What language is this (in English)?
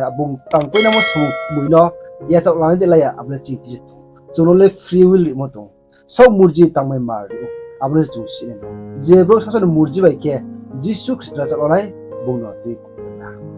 Riang (India)